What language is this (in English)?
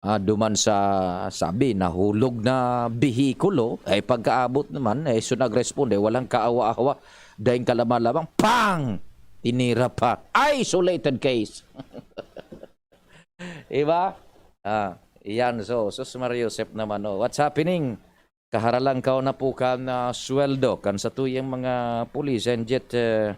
Bikol